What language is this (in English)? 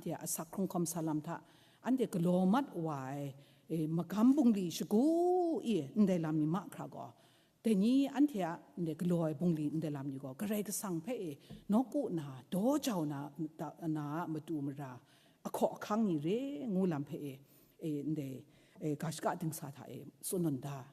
Kachin